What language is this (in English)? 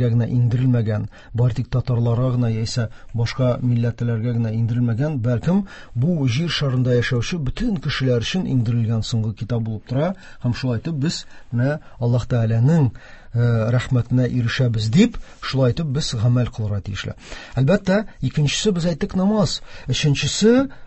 Tatar